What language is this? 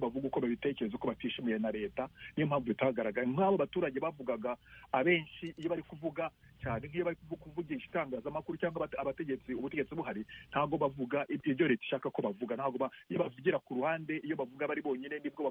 Kinyarwanda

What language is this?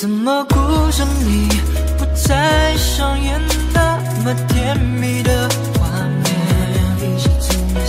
Chinese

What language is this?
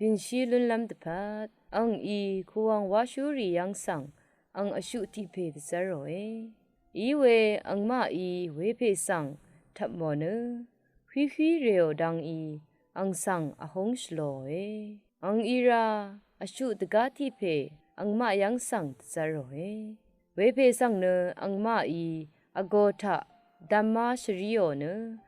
Rawang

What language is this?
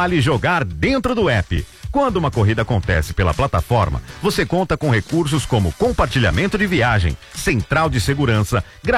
Portuguese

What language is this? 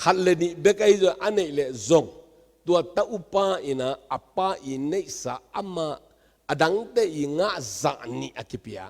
Tedim Chin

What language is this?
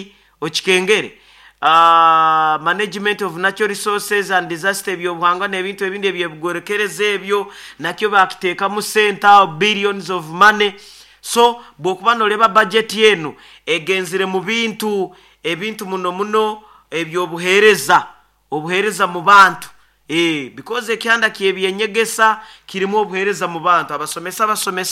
Nyoro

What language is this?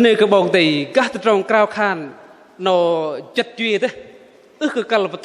Bahnar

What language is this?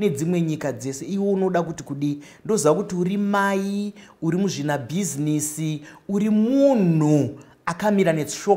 Shona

